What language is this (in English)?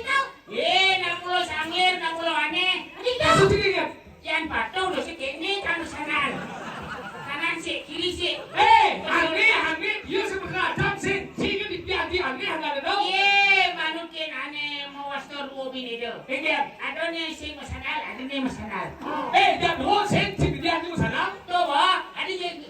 Balinese